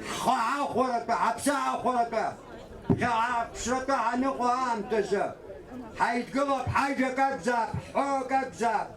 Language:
Abkhazian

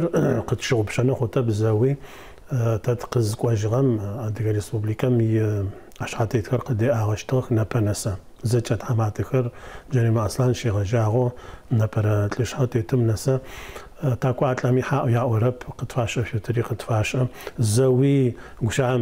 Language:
Adyghe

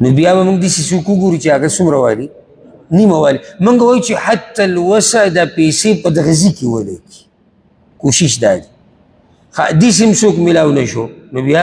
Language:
Pashto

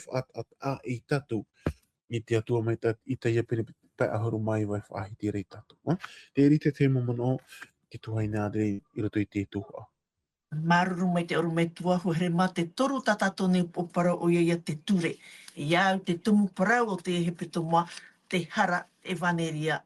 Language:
Tahitian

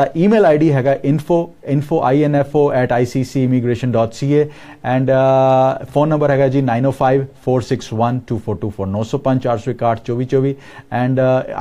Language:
Punjabi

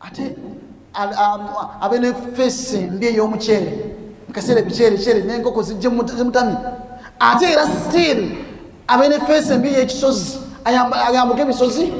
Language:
Ganda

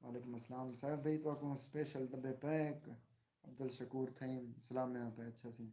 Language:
Saraiki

